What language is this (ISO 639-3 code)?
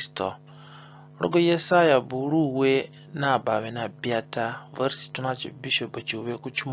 zne